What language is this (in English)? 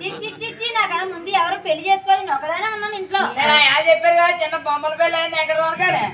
Telugu